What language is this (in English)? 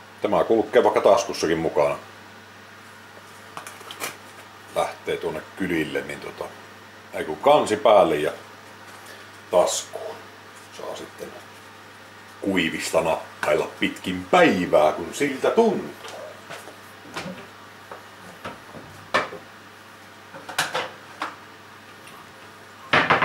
Finnish